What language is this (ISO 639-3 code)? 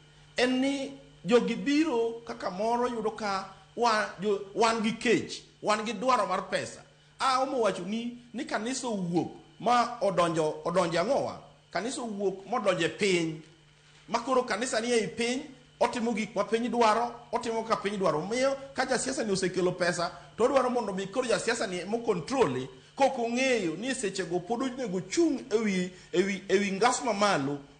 luo